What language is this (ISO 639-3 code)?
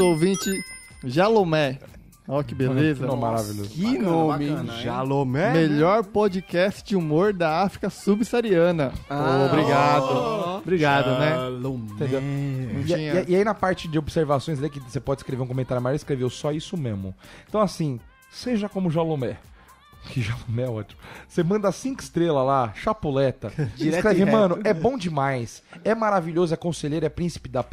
por